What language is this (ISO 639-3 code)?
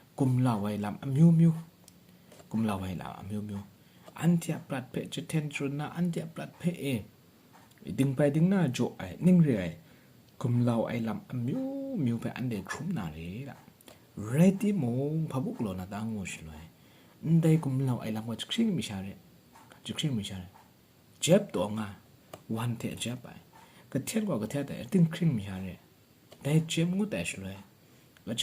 kac